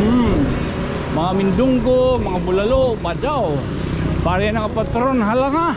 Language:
Waray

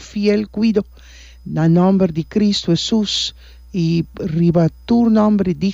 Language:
Papiamento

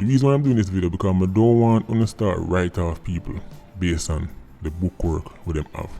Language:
Jamaican Creole English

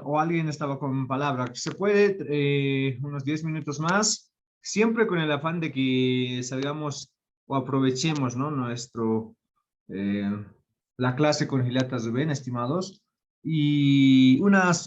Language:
Aymara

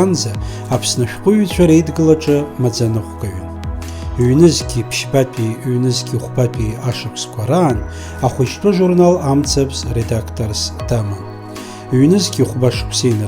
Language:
Abkhazian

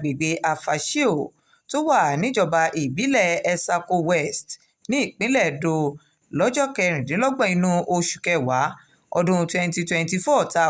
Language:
Yoruba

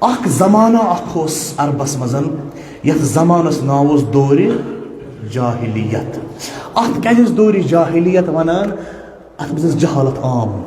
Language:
Kashmiri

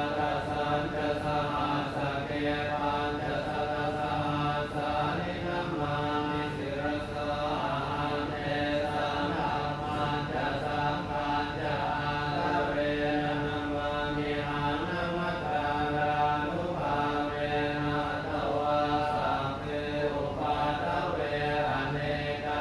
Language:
Pali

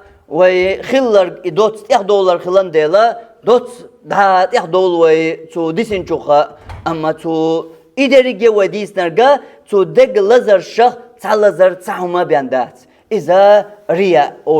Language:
Chechen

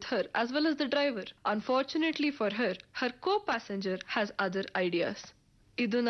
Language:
Kannada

